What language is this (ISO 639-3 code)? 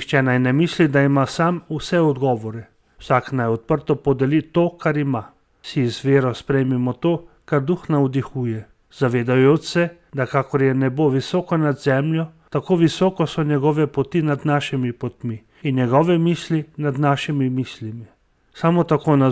slv